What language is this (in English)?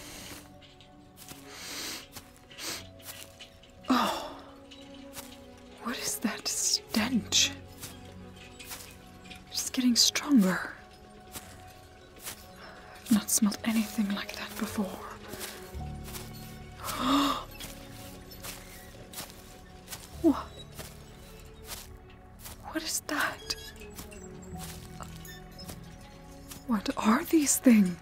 English